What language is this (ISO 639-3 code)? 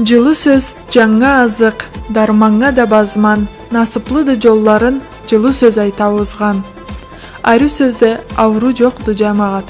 krc